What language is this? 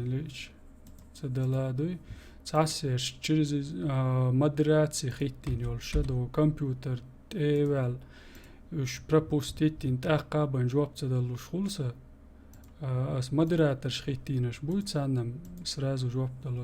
Chechen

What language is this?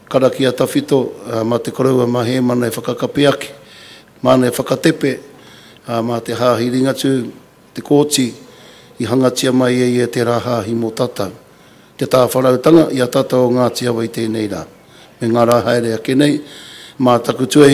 Māori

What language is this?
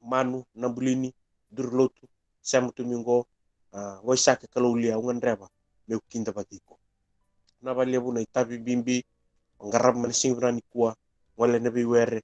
Fijian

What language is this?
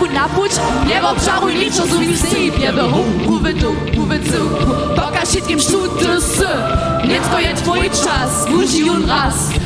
Upper Sorbian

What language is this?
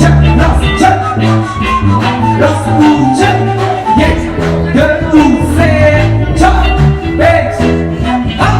Kurdish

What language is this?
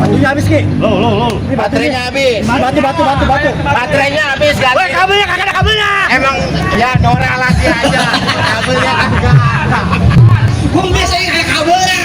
Betawi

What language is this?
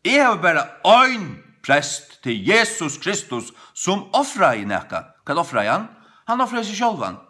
Faroese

